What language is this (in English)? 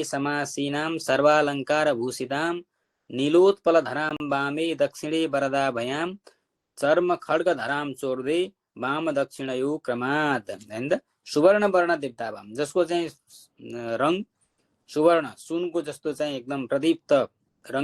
Nepali